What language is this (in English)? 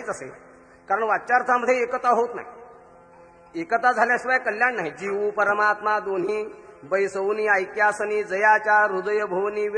Marathi